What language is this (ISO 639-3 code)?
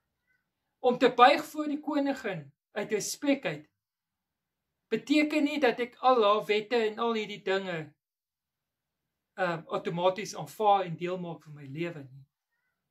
afr